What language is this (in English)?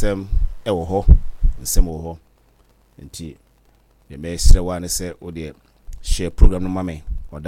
Akan